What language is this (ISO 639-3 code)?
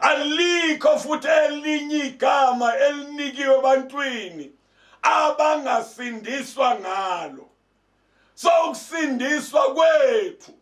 zul